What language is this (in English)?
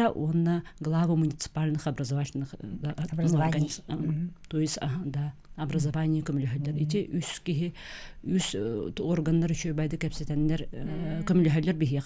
Yakut